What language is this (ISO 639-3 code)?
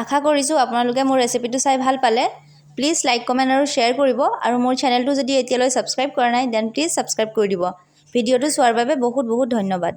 asm